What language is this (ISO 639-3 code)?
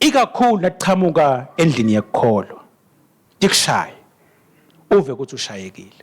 ssw